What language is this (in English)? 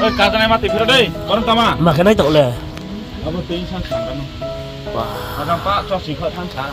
Riang (India)